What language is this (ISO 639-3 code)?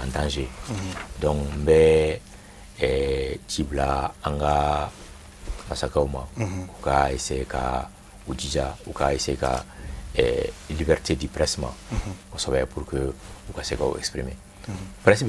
bam